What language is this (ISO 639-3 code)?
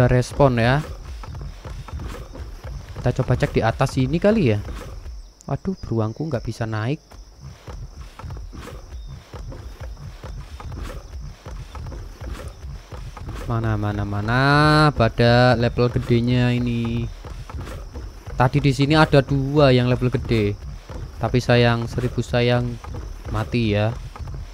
ind